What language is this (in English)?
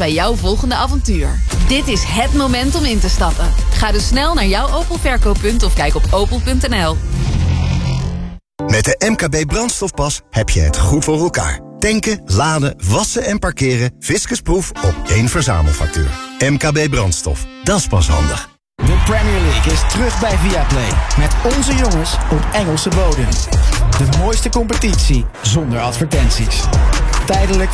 Dutch